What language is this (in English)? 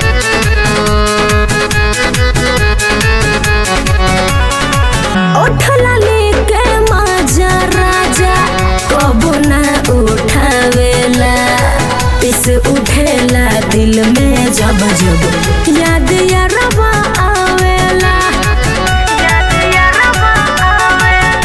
Bhojpuri